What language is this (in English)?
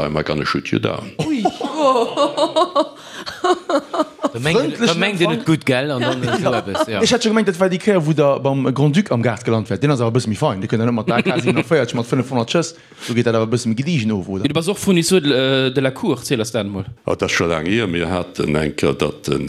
Luxembourgish